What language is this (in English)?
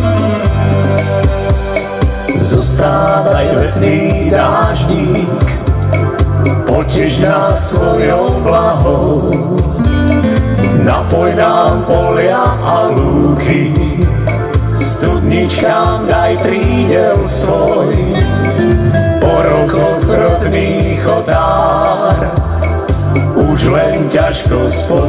Slovak